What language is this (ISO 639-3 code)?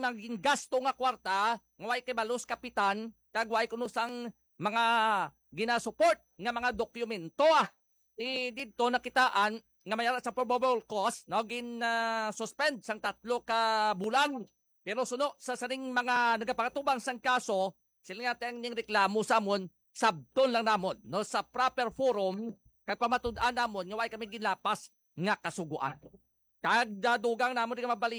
hil